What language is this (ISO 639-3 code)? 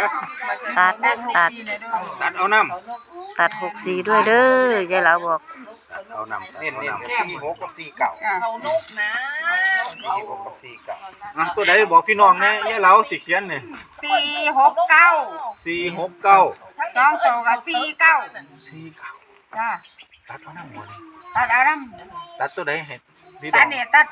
tts